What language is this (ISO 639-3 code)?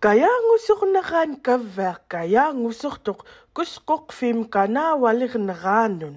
esu